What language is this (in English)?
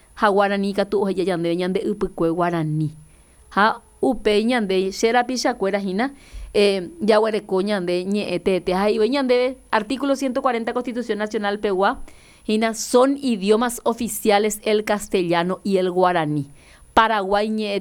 Guarani